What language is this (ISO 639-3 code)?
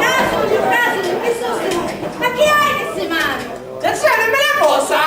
scn